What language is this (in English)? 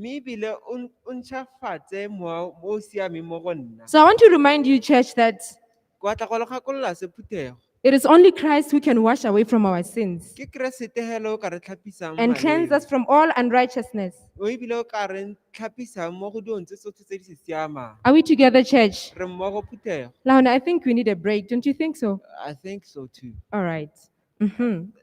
Tswana